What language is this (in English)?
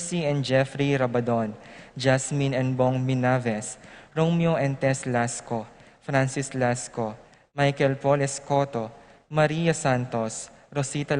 Pampanga